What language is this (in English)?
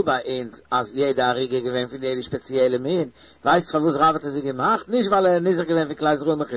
Yiddish